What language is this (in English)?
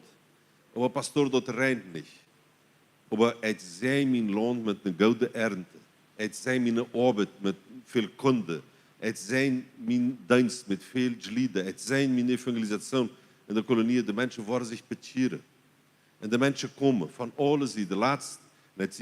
Plautdietsch